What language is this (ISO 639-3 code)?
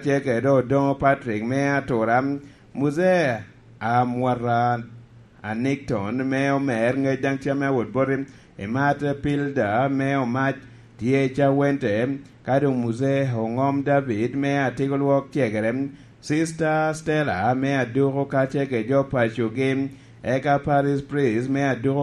laj